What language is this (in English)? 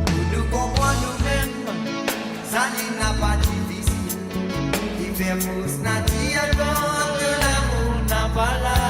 Morisyen